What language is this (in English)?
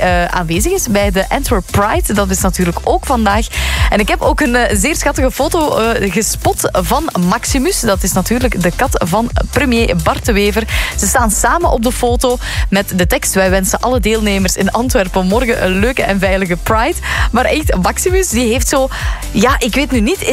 Dutch